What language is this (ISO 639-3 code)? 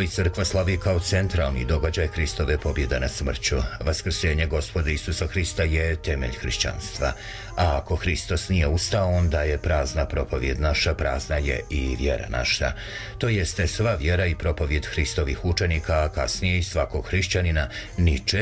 srp